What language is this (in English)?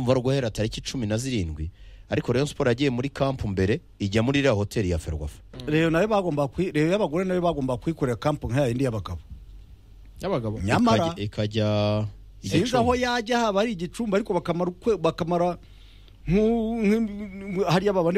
Kinyarwanda